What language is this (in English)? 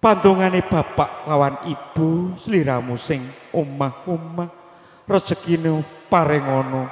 Javanese